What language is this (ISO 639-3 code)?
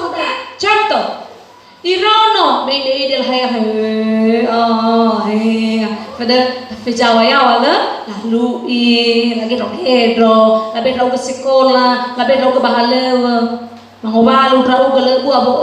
nia